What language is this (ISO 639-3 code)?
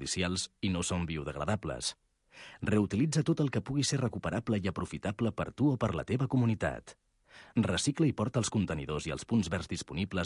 cat